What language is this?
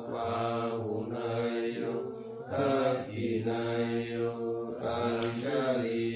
Pali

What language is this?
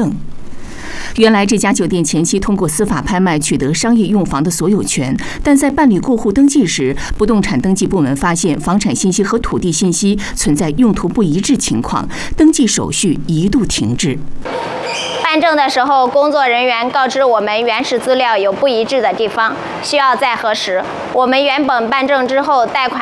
Chinese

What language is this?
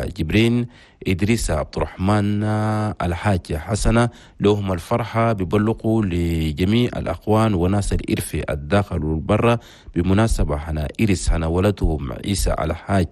Chadian Arabic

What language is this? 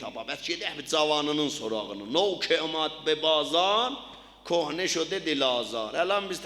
South Azerbaijani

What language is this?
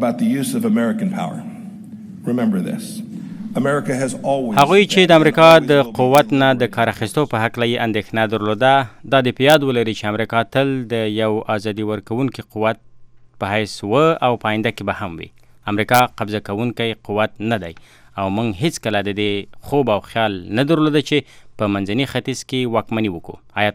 Pashto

